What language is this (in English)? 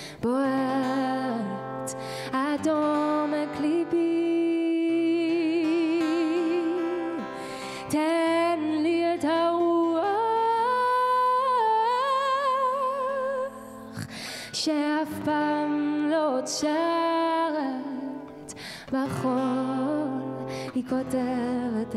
Hebrew